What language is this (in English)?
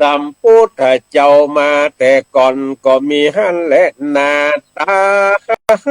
Northern Thai